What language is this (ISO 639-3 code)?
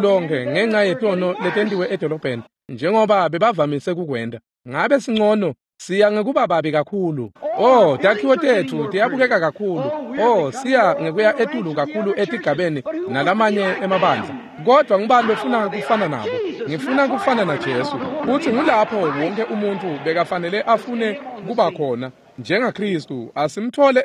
ssw